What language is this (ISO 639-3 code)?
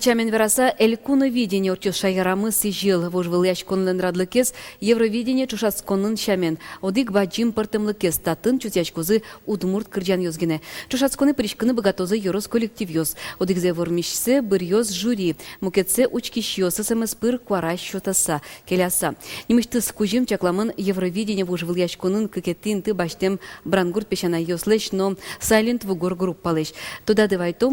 udm